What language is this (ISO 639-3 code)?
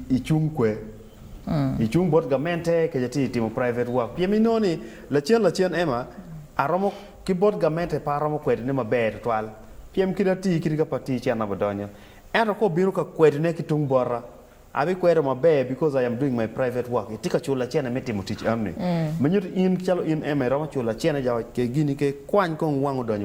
ach